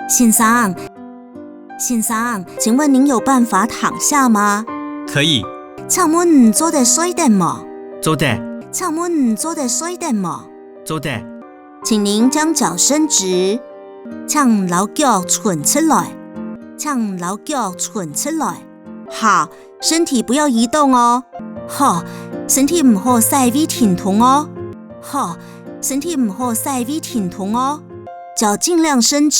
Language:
Hakka Chinese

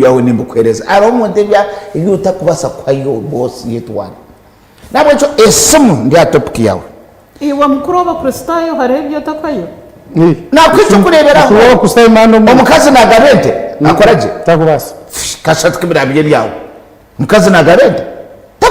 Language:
Nyankole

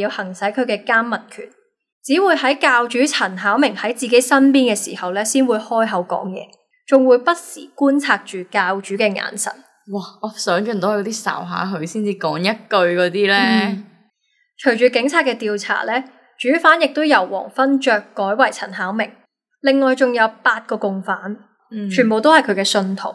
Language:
Cantonese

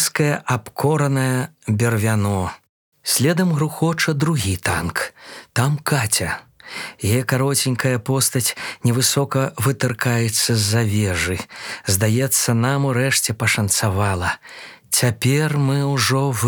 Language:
Belarusian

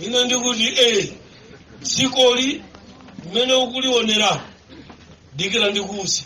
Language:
Nyanja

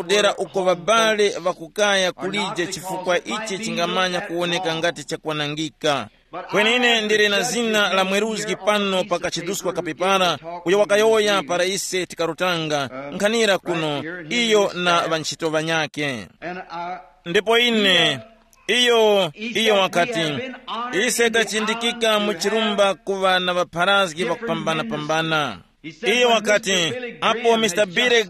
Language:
Tumbuka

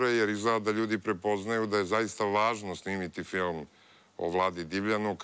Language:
Serbian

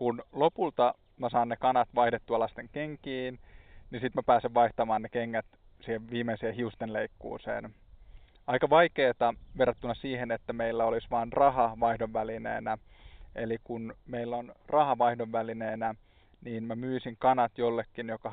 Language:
Finnish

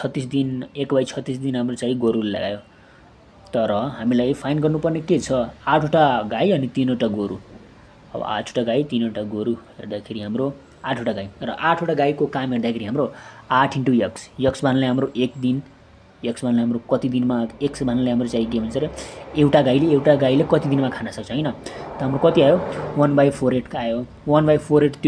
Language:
Nepali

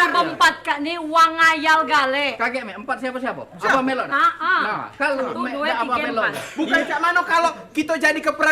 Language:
Musi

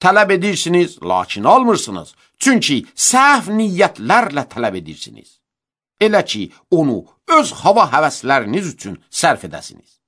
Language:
Azerbaijani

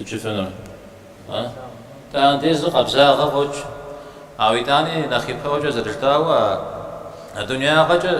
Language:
Kabardian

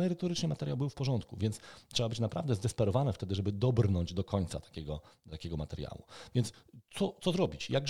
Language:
Polish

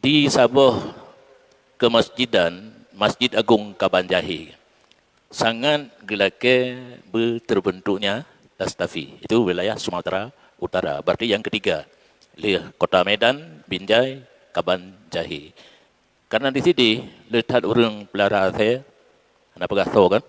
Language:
Achinese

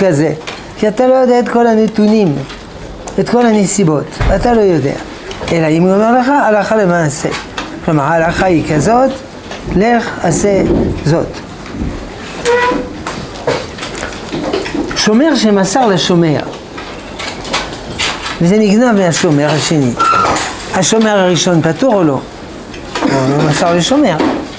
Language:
Hebrew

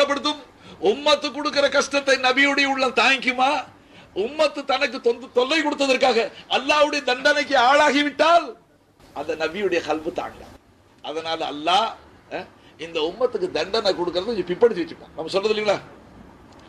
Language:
Tamil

